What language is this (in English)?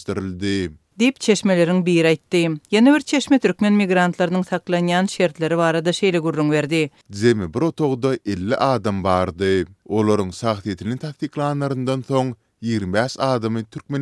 Turkmen